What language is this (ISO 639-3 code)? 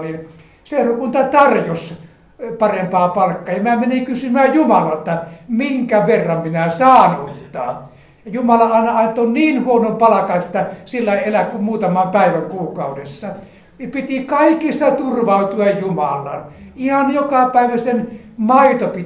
fin